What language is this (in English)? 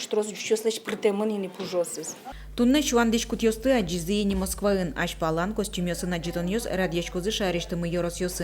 Udmurt